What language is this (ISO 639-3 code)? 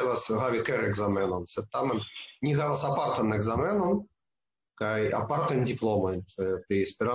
epo